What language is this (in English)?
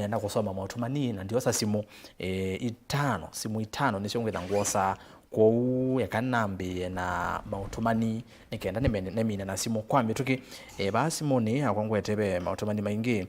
Kamba